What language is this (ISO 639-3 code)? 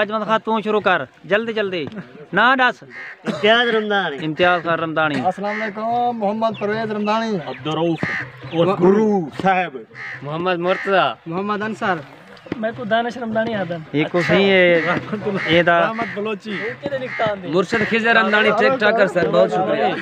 skr